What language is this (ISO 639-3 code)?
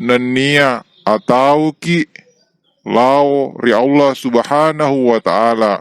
bug